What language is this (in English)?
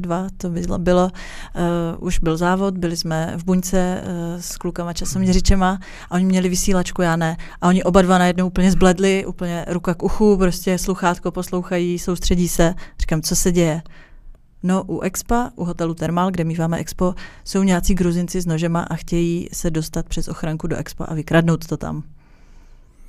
Czech